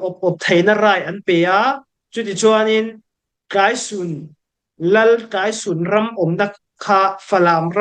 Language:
Falam Chin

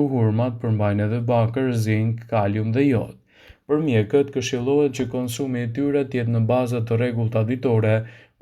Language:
Albanian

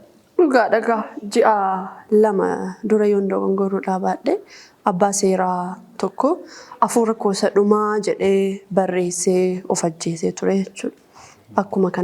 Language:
Oromo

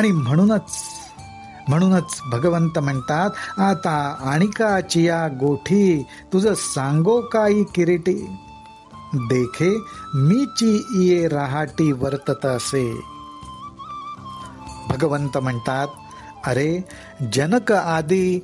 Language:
Marathi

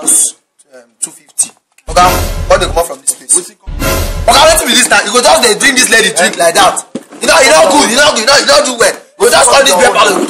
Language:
Nigerian Pidgin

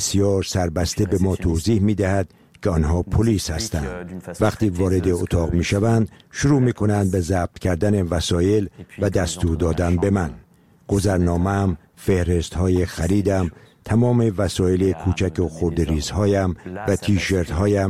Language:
Persian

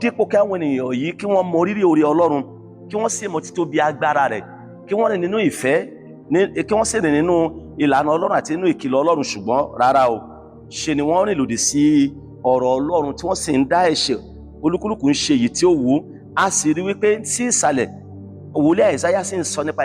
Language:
Yoruba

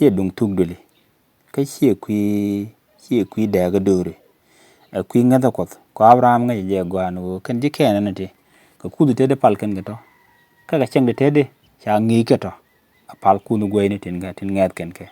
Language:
Nuer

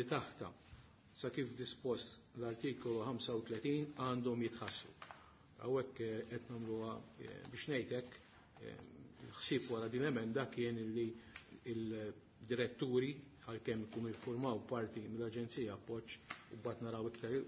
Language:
Maltese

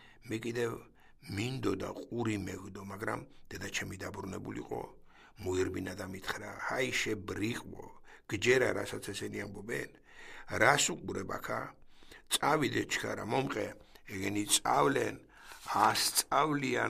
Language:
Georgian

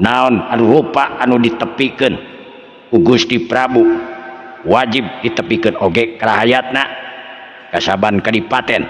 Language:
Sundanese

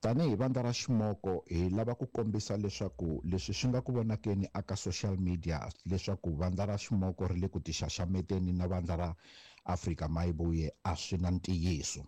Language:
Tsonga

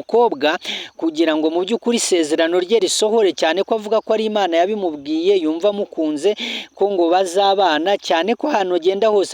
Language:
Kinyarwanda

